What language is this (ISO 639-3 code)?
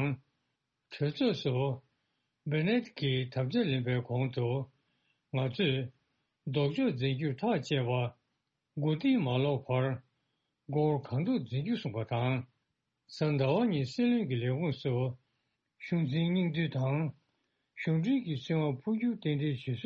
bod